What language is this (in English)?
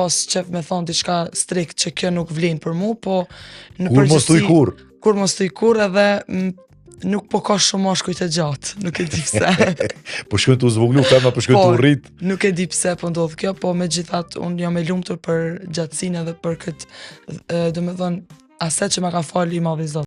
Albanian